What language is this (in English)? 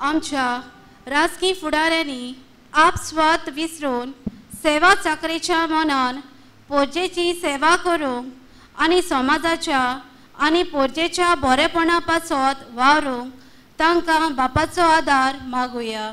Konkani